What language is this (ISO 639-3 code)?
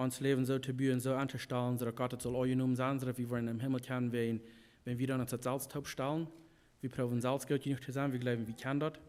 pdt